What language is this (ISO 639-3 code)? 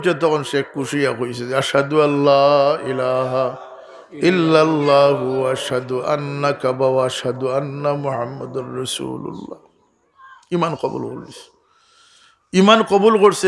syl